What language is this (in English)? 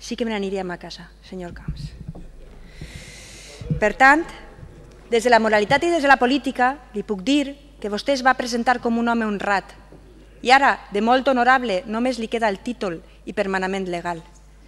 Catalan